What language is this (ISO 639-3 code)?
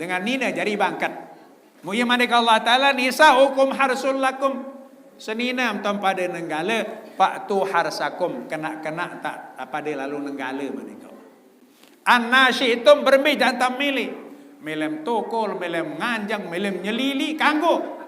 sas